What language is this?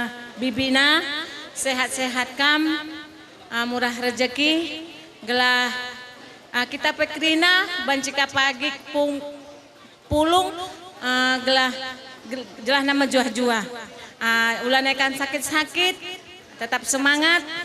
Batak Karo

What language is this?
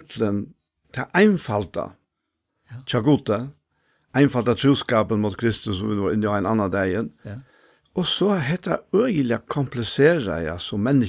Faroese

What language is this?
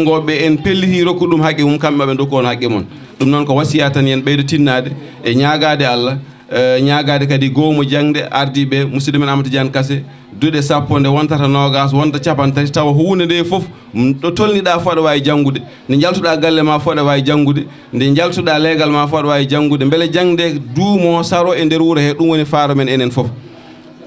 Fula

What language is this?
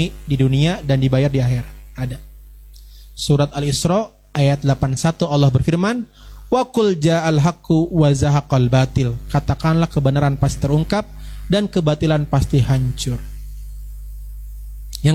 Indonesian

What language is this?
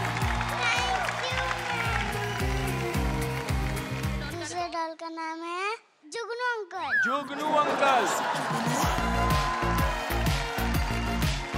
Hindi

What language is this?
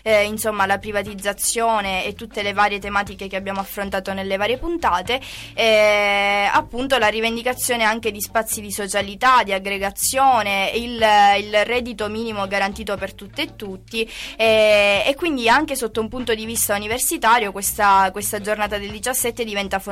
Italian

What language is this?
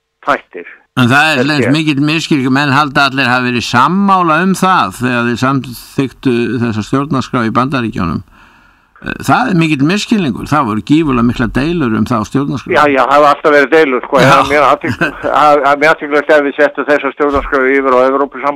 Icelandic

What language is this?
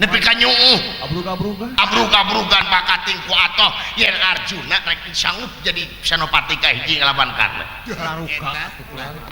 Sundanese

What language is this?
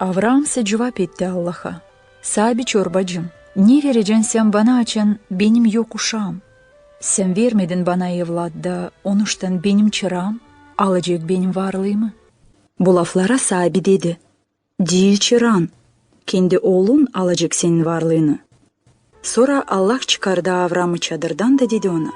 Gagauz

